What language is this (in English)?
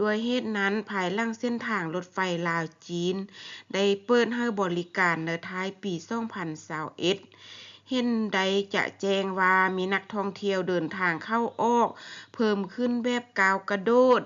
Lao